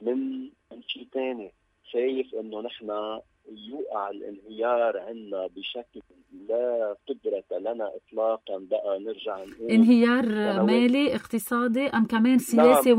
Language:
North Levantine Arabic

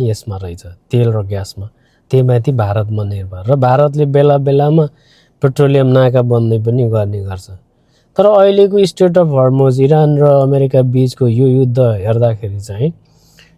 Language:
Nepali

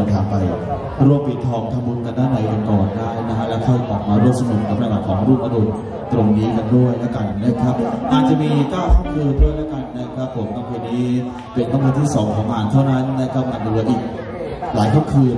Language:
Thai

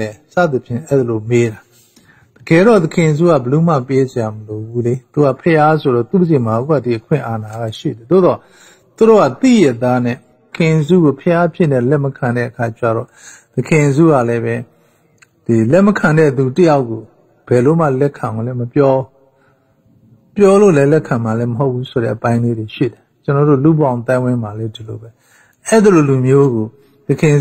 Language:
Burmese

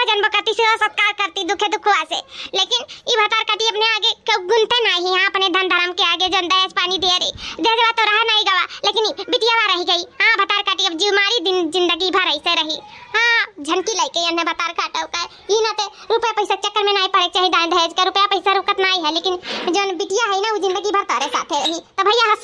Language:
Awadhi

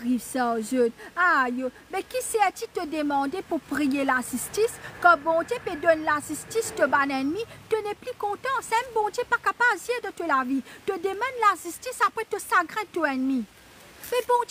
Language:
Morisyen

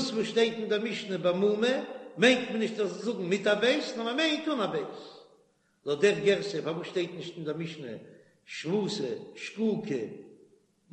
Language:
Yiddish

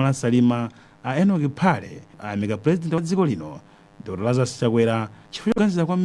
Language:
Nyanja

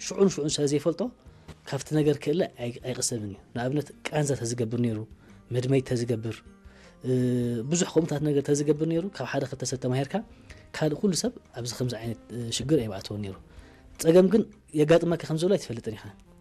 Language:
Tigrinya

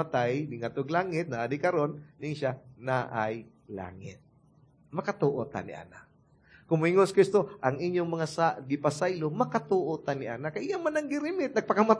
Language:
Cebuano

